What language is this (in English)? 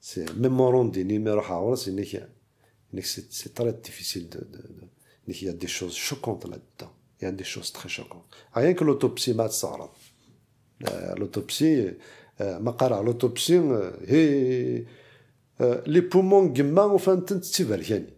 Kabyle